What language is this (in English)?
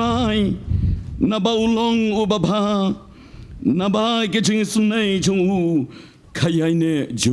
Khasi